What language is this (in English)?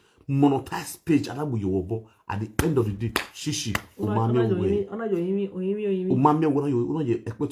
Nigerian Pidgin